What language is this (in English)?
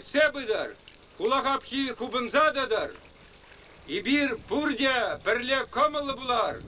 Chuvash